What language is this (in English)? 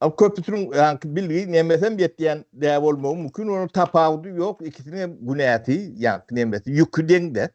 Turkmen